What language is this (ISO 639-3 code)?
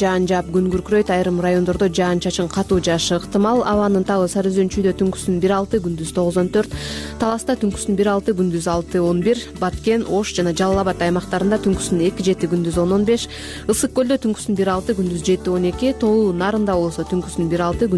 kir